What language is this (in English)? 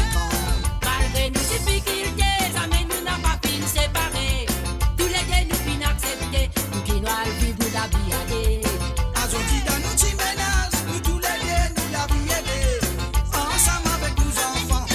Morisyen